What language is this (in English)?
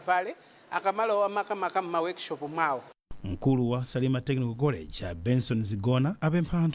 Nyanja